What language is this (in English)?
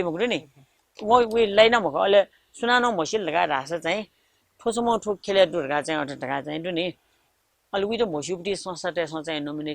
Newari